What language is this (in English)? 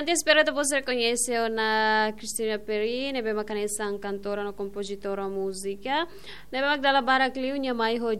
Tetum